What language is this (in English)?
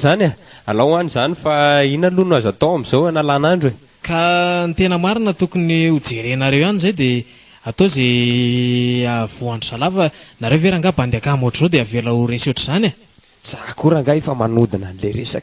Malagasy